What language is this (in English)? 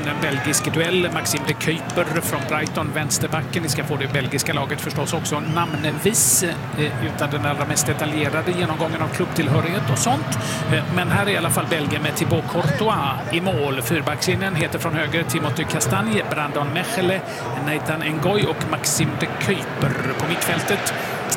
Swedish